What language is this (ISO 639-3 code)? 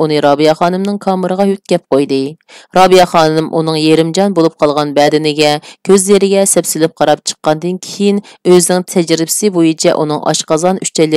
uig